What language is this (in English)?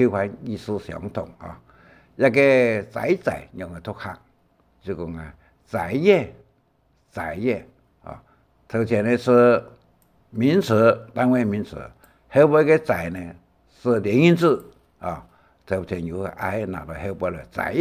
Hakka Chinese